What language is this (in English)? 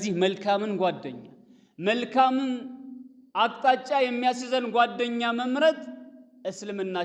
Amharic